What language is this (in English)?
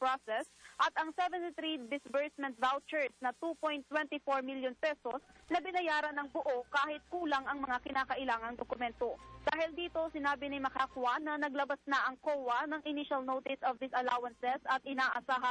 Filipino